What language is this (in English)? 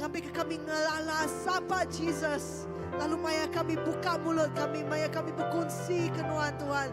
Iban